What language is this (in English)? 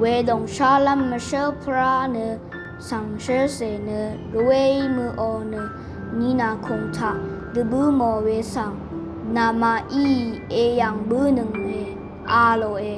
Rawang